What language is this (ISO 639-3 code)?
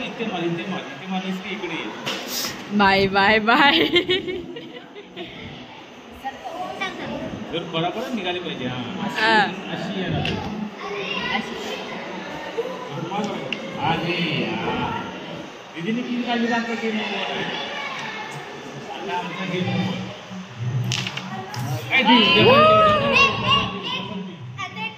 mar